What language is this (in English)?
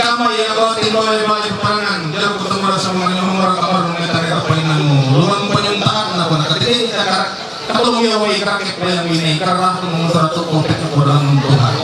Ma'anyan